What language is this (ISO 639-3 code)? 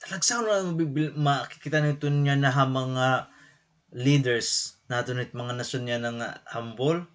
war